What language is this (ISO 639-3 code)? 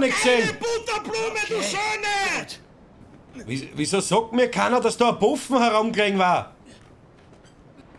deu